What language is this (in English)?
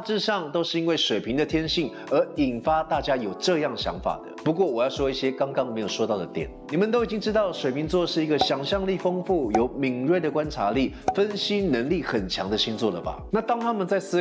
Chinese